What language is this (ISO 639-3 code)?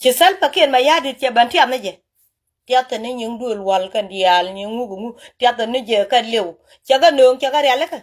nus